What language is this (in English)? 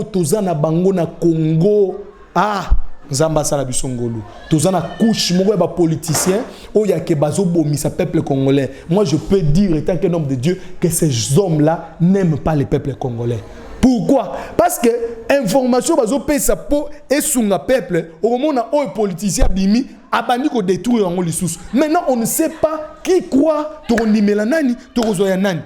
Lingala